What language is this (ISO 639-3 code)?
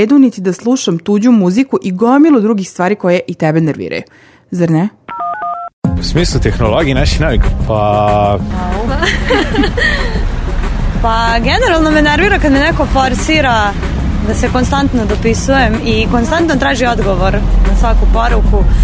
srp